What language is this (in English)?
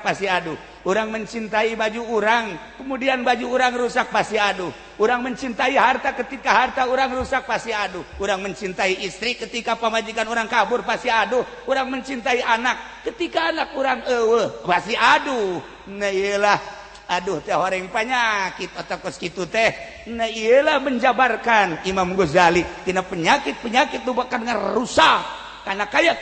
Sundanese